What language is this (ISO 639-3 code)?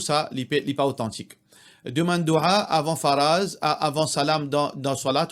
mfe